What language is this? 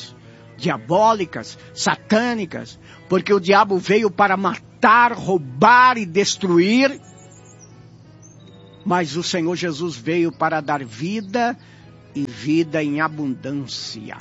Portuguese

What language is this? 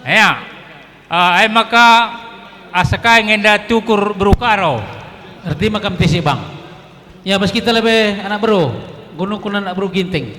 Batak Karo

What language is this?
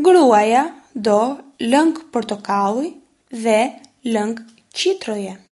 Albanian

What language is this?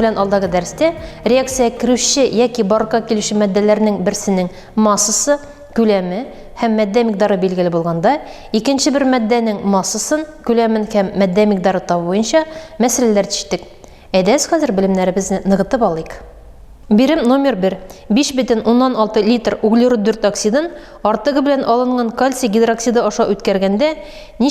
Tatar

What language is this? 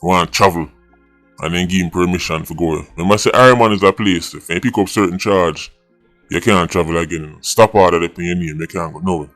Jamaican Creole English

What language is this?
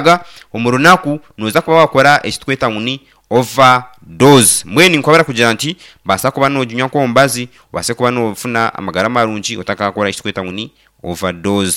Nyankole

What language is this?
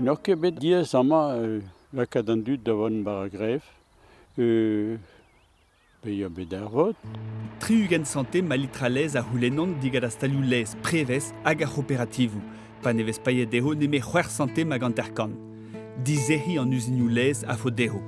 Breton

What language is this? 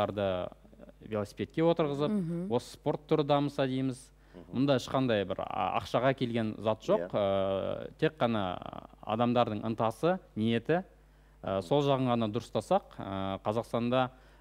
Kazakh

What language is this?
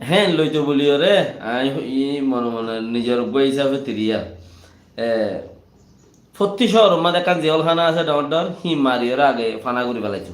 Rohingya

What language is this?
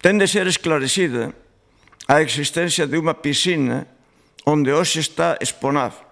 Galician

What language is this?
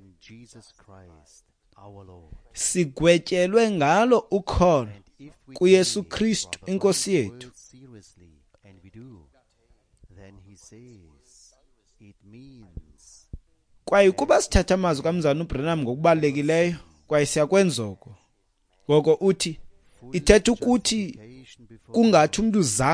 Xhosa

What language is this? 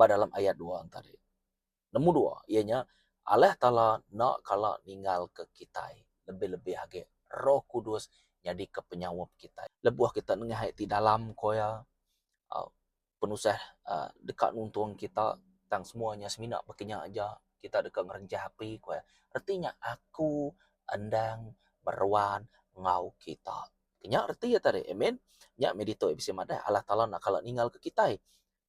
Iban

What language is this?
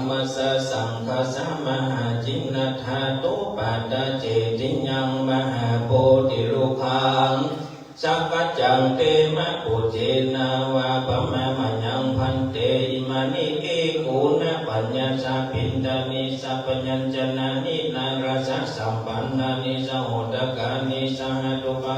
Pali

